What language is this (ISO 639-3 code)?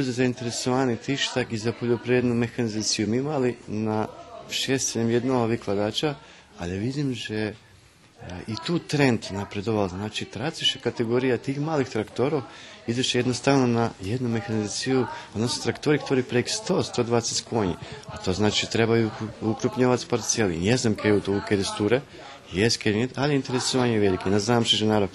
rue